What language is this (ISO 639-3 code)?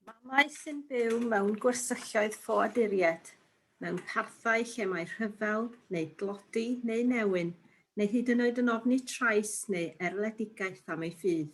cym